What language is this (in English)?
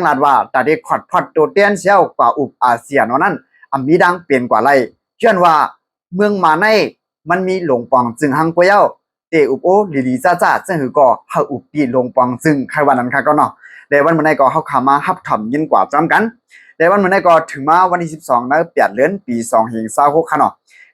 Shan